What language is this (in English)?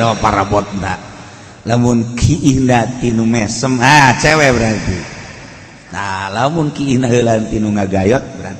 Sundanese